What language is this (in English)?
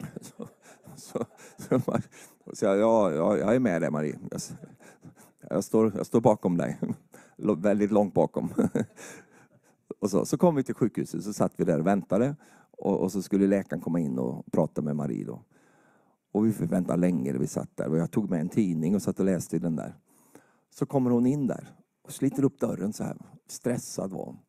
Swedish